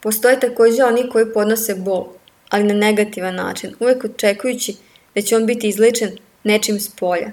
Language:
Serbian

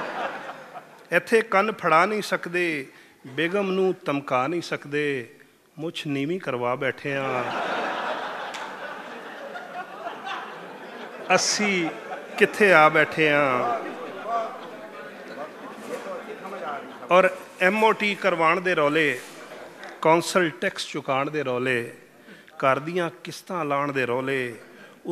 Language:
Punjabi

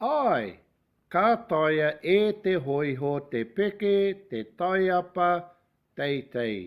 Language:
Māori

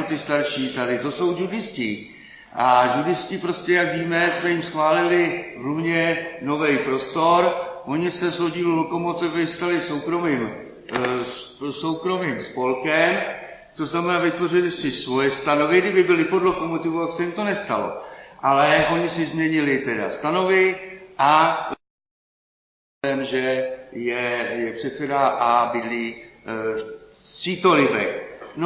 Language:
Czech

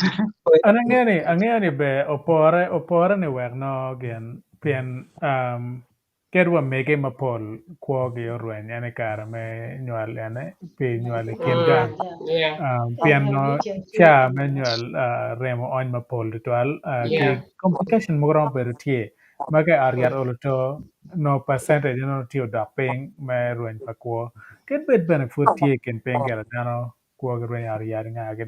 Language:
Acoli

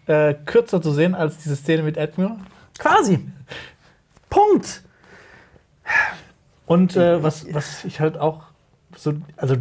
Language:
German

